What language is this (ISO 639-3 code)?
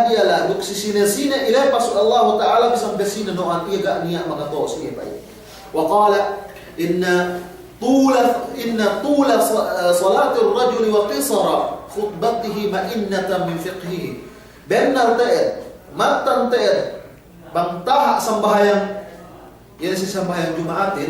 yka